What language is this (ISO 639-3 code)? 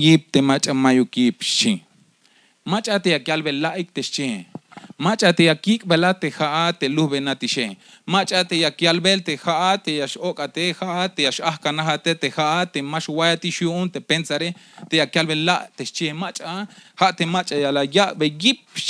tzh